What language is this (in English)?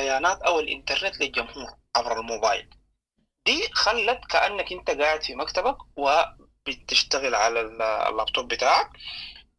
Sudanese Arabic